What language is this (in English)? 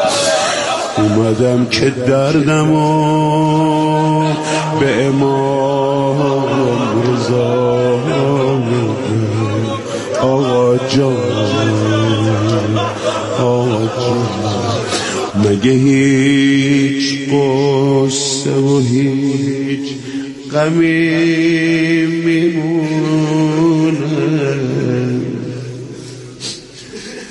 Persian